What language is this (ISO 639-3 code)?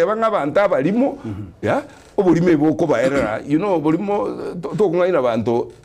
guz